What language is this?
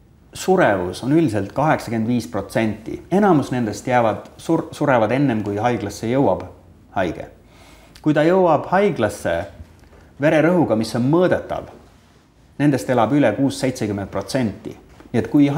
Estonian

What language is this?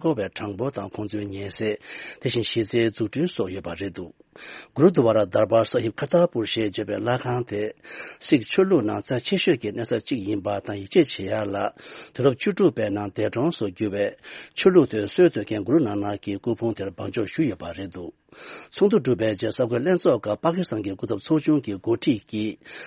Tibetan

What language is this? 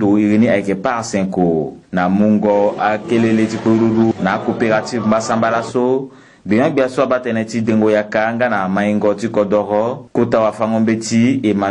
Sango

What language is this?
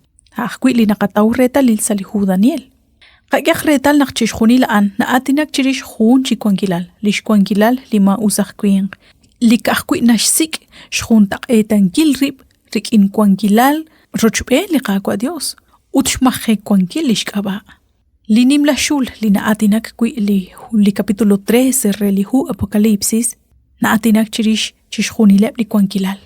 Kekchí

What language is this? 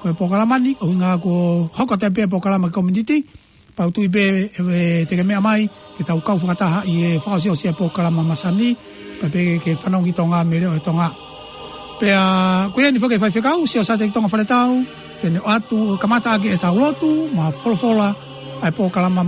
Tongan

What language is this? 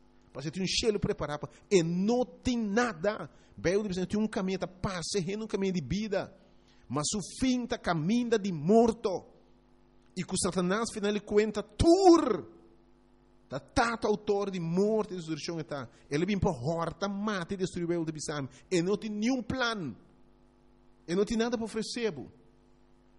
Papiamento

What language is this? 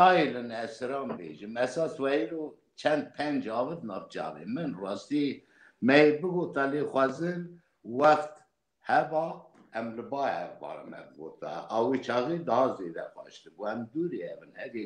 Kurdish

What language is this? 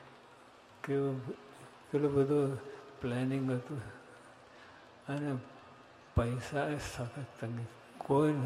Gujarati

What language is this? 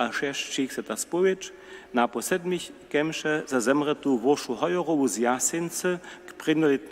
Upper Sorbian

